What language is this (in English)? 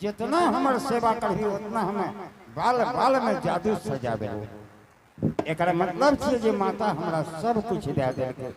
Angika